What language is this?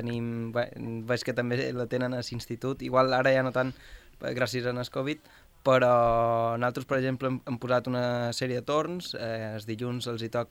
Catalan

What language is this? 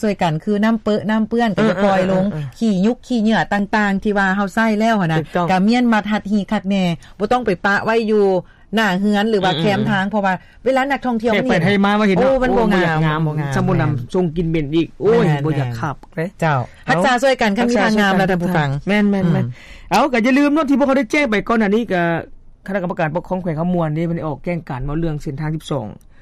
Lao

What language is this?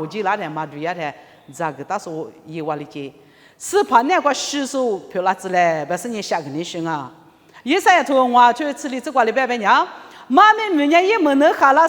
Lisu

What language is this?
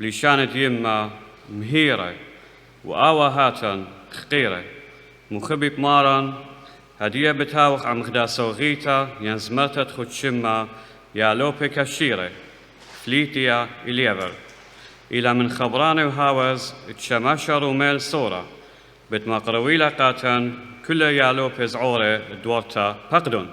Assyrian Neo-Aramaic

